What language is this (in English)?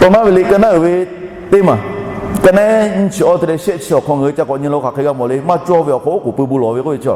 Lahu